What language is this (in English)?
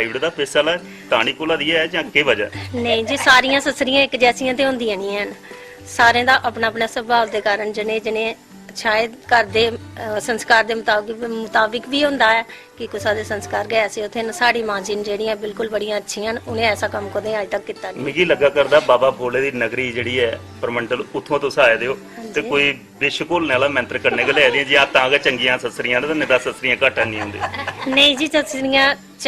Dogri